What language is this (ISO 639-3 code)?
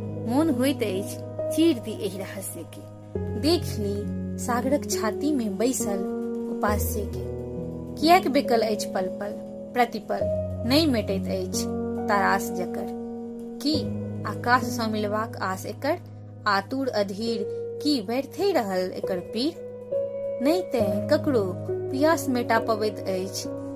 mai